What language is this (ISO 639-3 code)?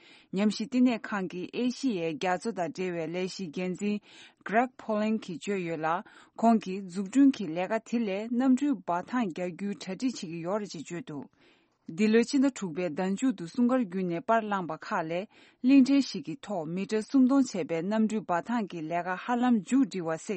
bod